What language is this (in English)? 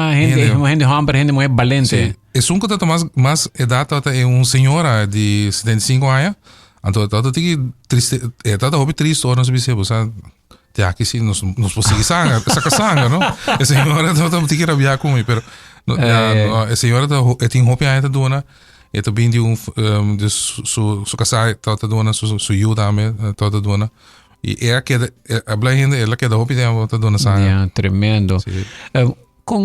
Papiamento